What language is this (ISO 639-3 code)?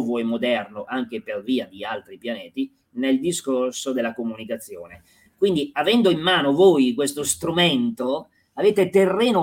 ita